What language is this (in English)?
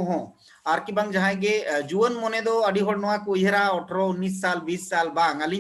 Santali